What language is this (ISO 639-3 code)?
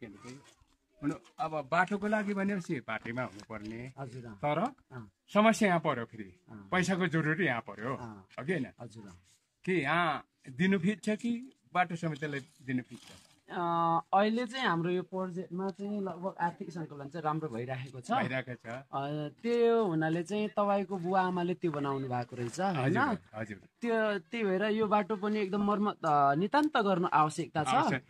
nep